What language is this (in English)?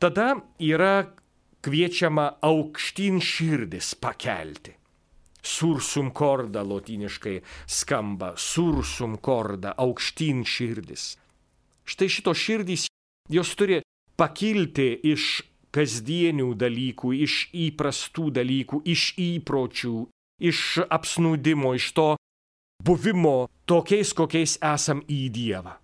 Lithuanian